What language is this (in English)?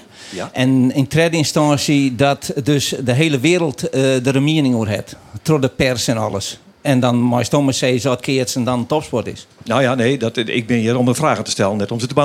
Western Frisian